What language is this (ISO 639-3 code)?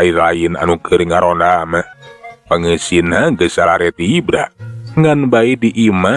sun